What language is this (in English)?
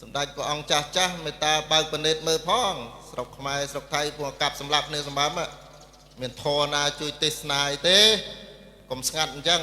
Khmer